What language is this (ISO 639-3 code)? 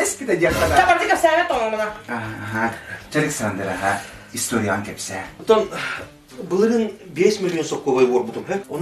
sah